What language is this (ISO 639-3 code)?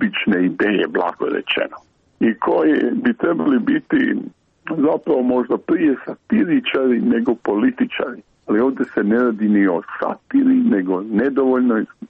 hrv